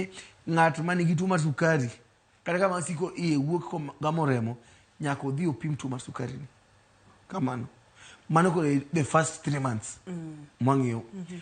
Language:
Luo (Kenya and Tanzania)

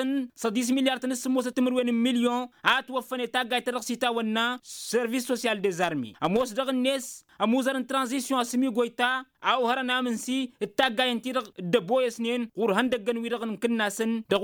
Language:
Tamasheq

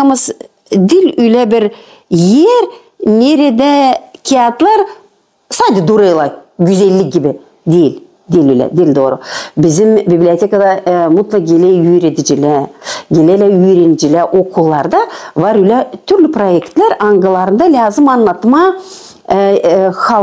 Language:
Gagauz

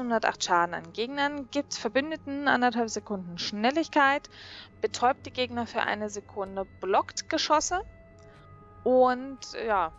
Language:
German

